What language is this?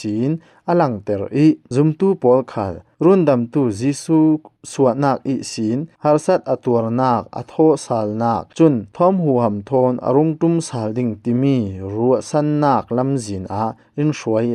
Falam Chin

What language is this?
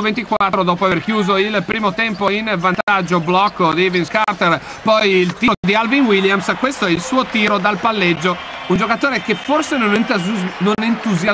Italian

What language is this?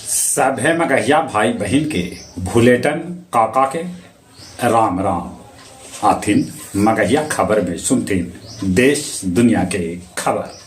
Magahi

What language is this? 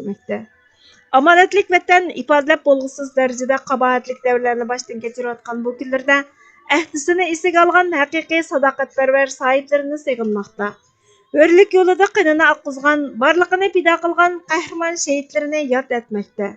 Uyghur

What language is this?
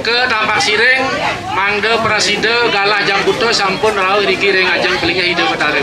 Balinese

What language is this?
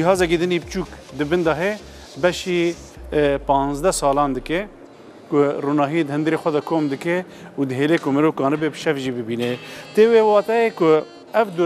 Kurdish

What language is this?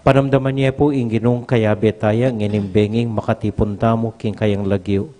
Pampanga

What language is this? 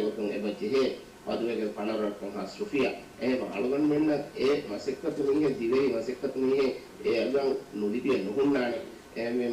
Divehi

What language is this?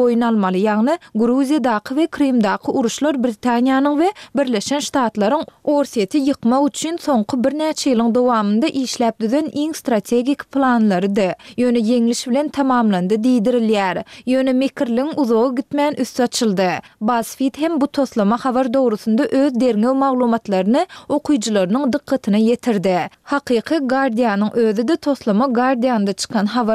Turkmen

